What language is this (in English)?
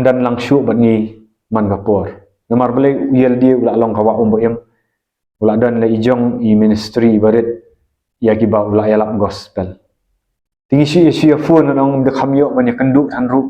Khasi